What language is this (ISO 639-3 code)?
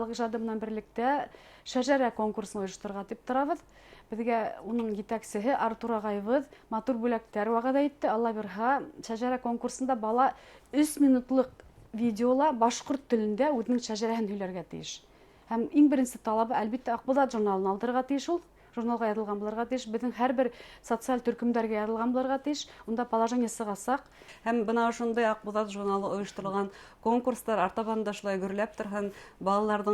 bak